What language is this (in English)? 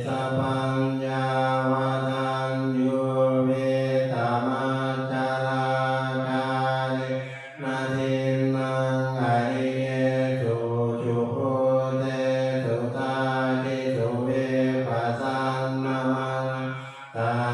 Pali